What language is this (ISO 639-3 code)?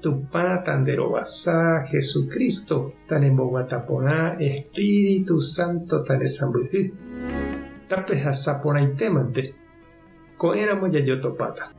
grn